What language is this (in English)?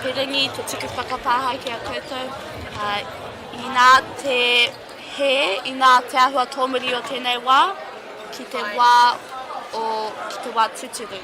Māori